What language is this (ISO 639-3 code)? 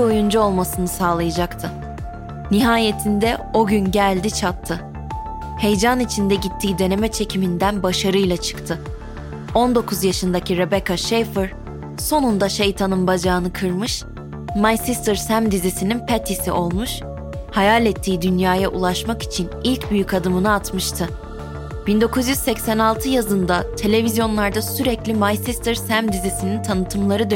tur